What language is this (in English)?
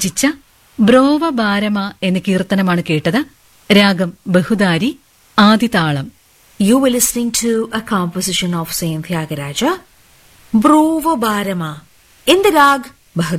Malayalam